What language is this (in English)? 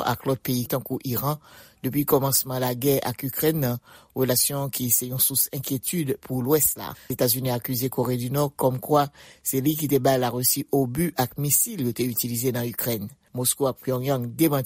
Haitian Creole